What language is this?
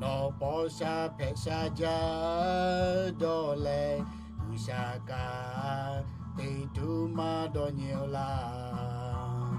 Lahu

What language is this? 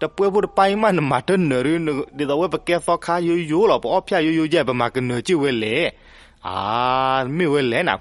S'gaw Karen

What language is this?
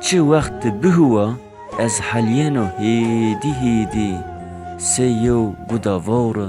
Zaza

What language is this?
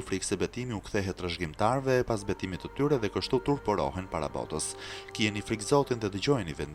Albanian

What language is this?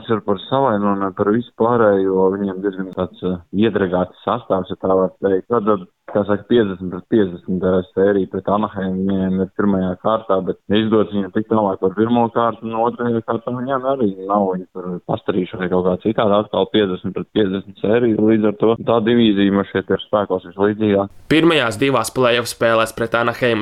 Latvian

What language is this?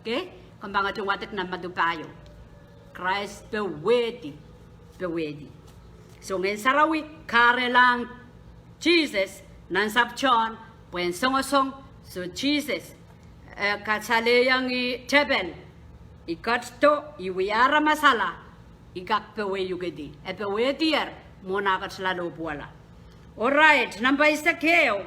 Pohnpeian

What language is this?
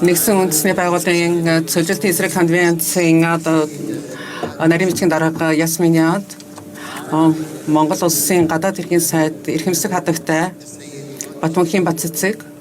Mongolian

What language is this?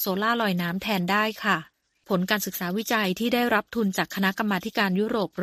Thai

